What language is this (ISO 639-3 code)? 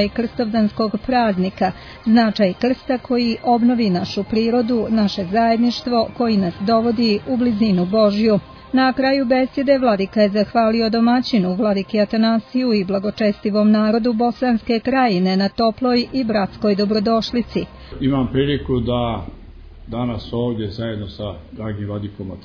srp